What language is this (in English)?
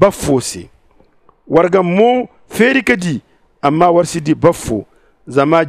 Zarma